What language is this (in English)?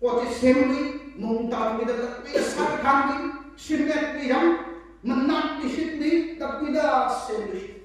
Tangkhul Naga (India)